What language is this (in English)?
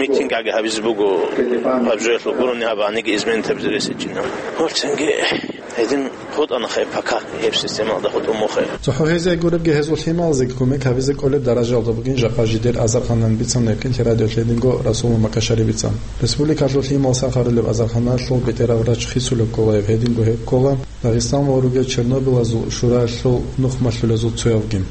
Avaric